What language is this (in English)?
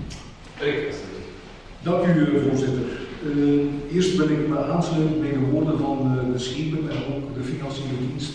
Dutch